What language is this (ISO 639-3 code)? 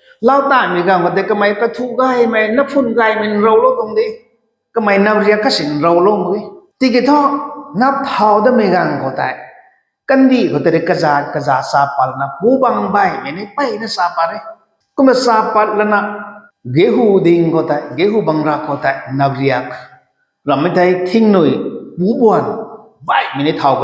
nbu